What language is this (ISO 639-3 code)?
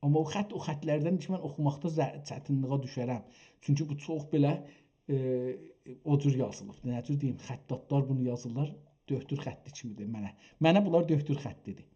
azb